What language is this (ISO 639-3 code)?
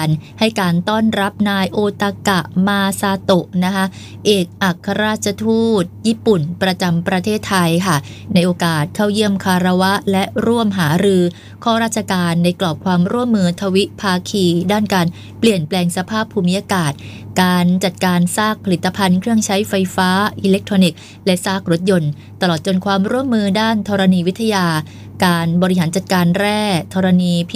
tha